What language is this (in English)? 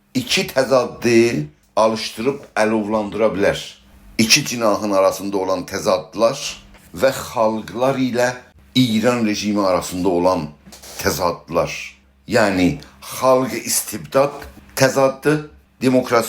South Azerbaijani